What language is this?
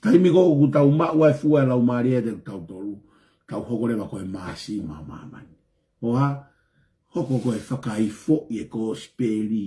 Tongan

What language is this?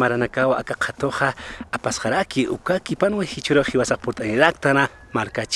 Aymara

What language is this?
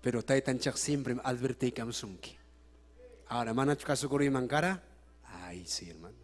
Ayacucho Quechua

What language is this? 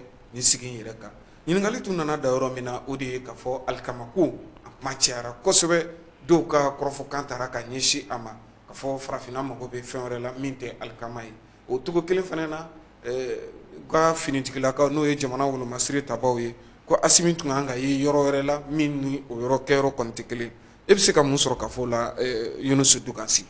Bambara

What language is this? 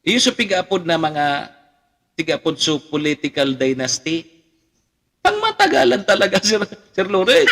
Bikol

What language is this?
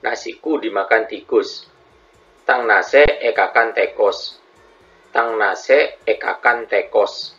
Madurese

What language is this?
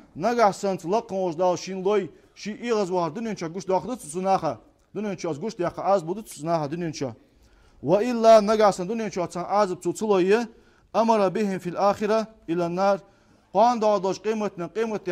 Ingush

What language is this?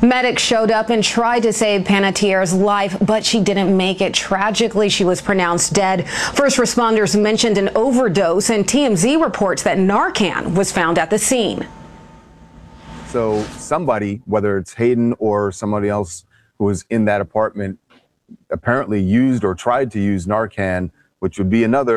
English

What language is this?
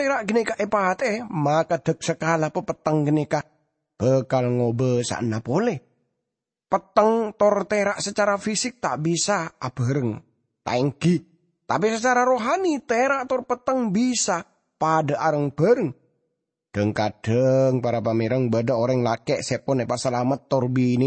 Madurese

